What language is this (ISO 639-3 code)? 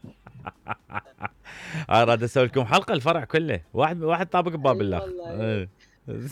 acm